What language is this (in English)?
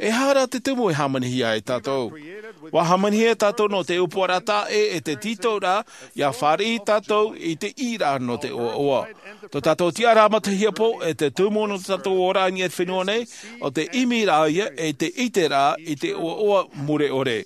Tahitian